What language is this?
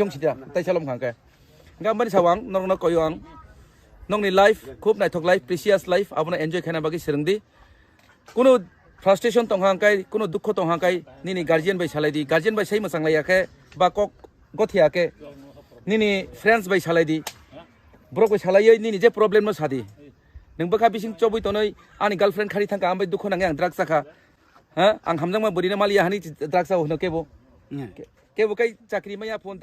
Kok Borok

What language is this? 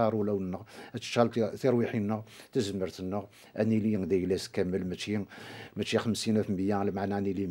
Kabyle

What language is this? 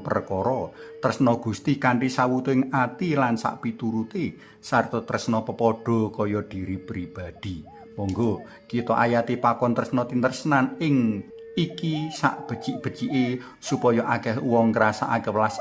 Javanese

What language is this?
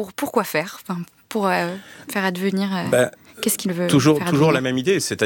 French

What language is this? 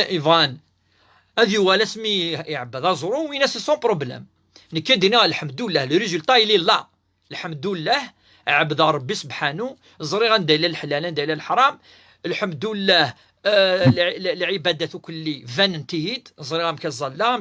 Kabyle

